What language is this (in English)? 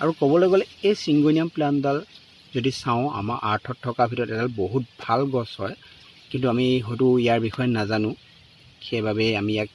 Assamese